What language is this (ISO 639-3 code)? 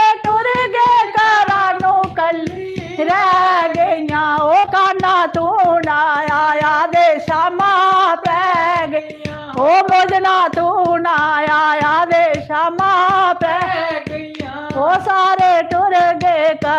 doi